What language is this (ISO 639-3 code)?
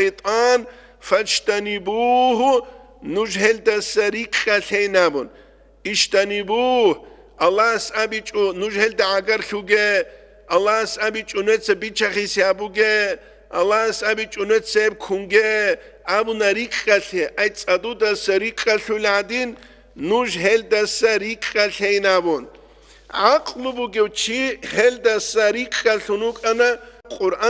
ava